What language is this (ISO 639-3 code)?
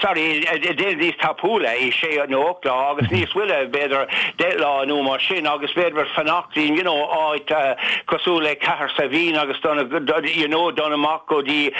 gle